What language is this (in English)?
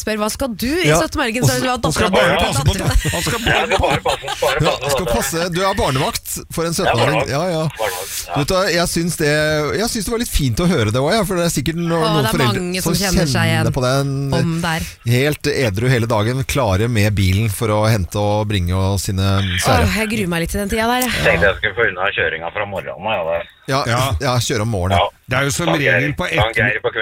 Norwegian